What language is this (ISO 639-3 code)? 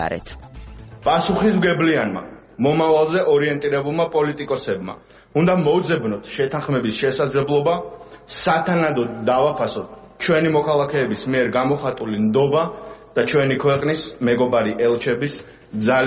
kat